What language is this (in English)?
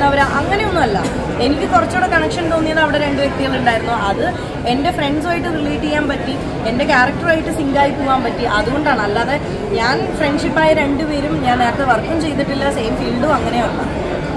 Malayalam